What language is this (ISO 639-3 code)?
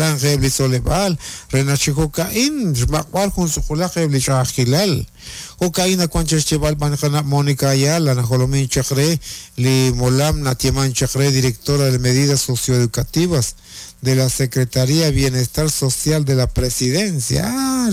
kek